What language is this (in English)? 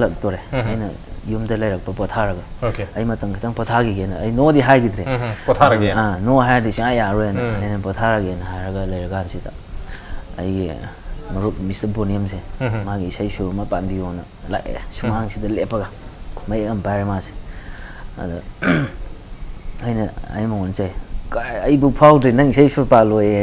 Manipuri